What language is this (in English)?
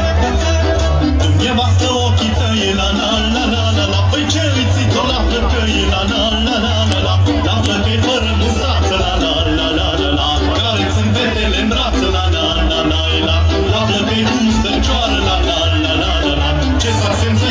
Romanian